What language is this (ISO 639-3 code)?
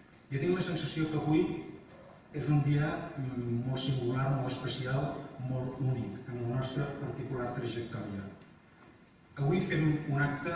cat